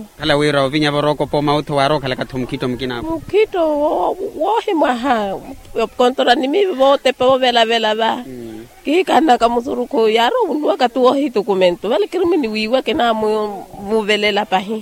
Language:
Makhuwa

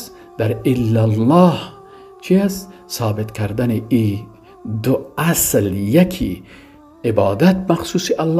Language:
Persian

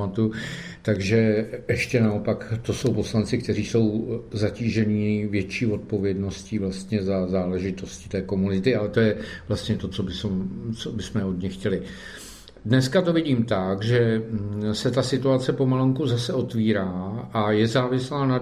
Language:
Czech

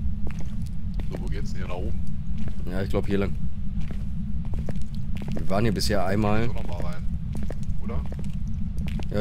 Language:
German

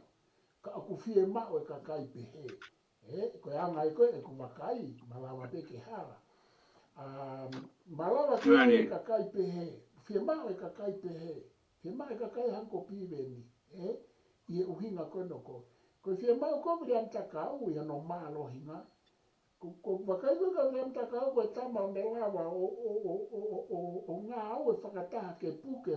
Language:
Tongan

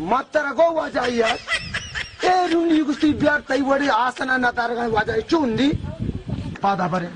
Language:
Baluchi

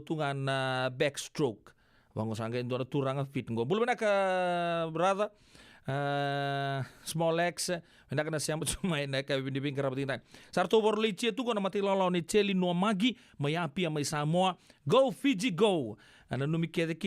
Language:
Fijian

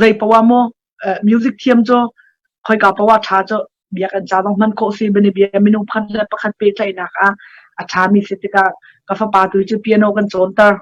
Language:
Hakha Chin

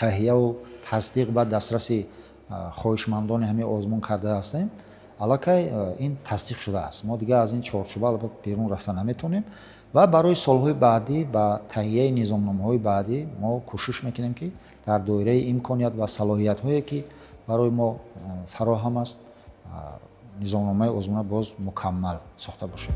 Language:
Tajik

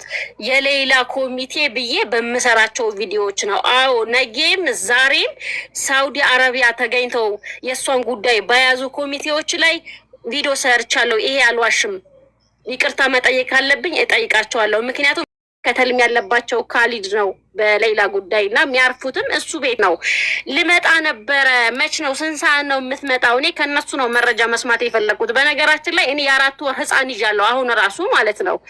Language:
Amharic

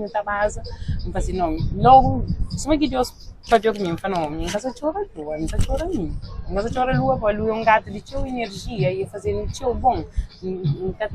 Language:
Kabuverdianu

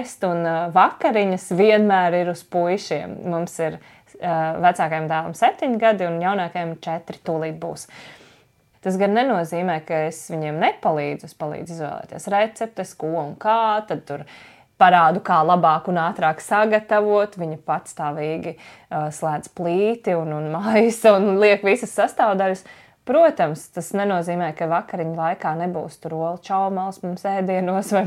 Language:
Latvian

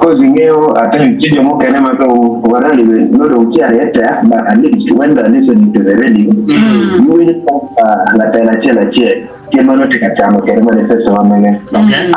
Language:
Acoli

